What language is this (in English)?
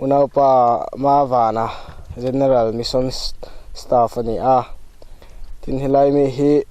Mizo